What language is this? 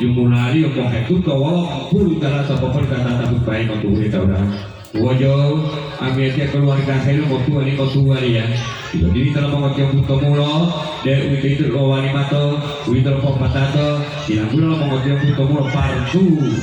Gorontalo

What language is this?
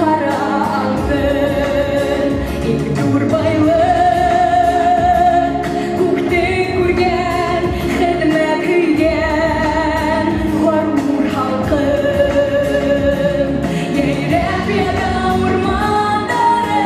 Bashkir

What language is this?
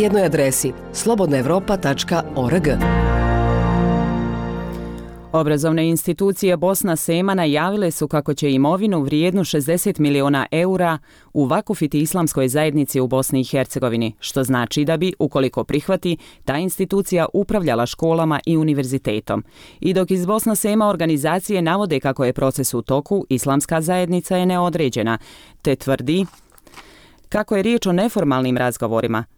Bosnian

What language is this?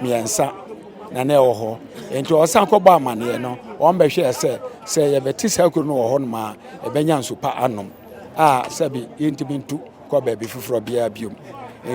Akan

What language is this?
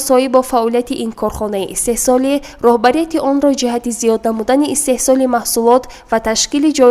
Tajik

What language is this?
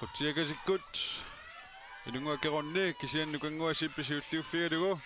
Kalaallisut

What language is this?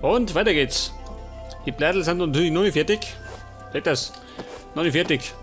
Bavarian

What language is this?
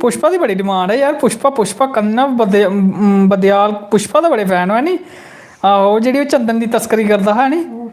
Dogri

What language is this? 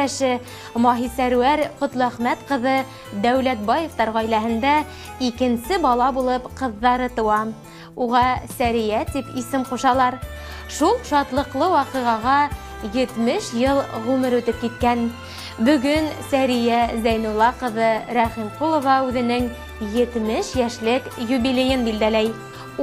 Bashkir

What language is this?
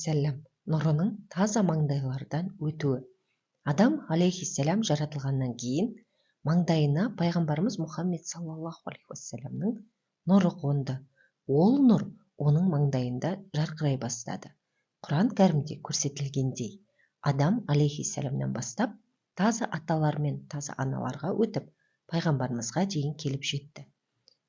Kazakh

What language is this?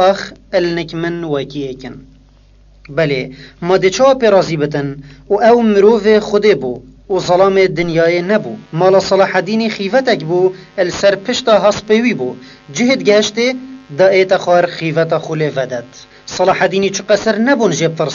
Kurdish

